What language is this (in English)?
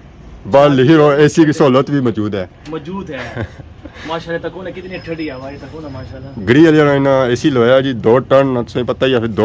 Pahari-Potwari